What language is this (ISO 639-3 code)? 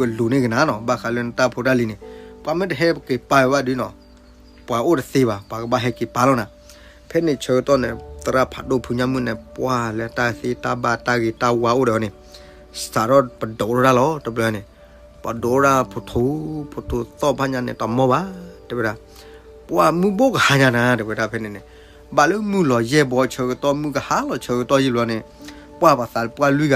ksw